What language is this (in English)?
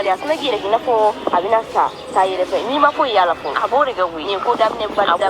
Bambara